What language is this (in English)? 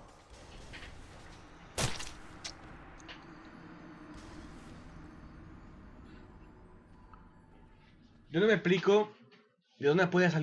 Spanish